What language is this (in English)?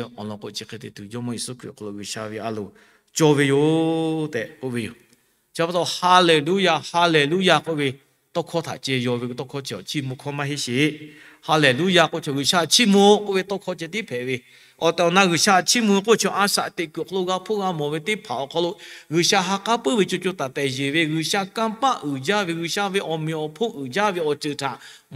Lahu